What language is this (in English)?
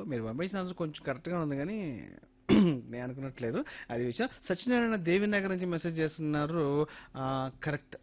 Telugu